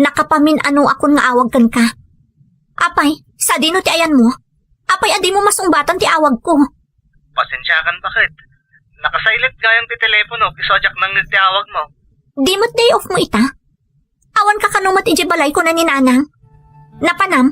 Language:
Iloko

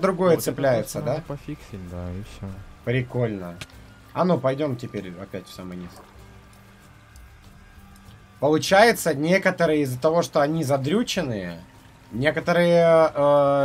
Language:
Russian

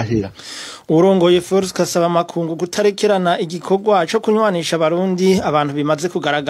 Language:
Rundi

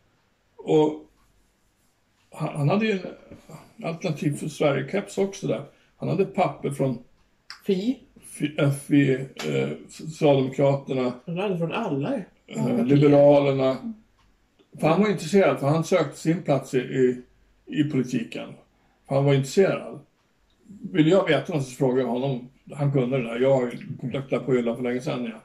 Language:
Swedish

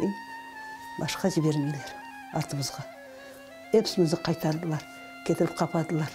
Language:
Crimean Tatar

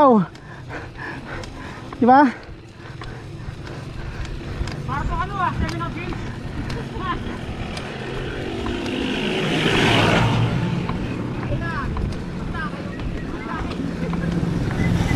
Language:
Filipino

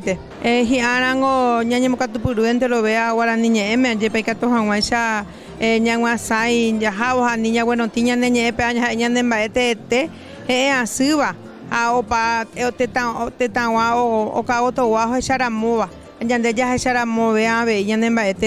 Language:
Guarani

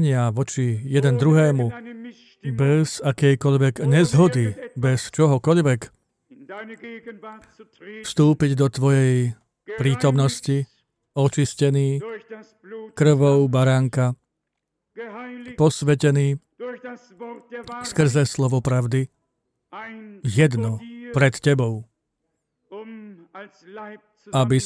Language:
Slovak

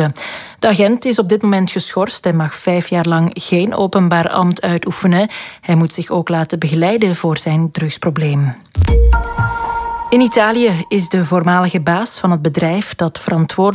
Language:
Dutch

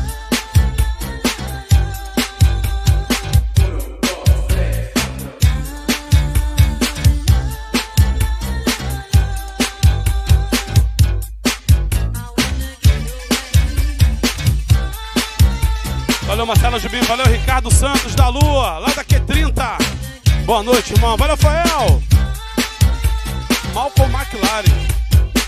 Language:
Portuguese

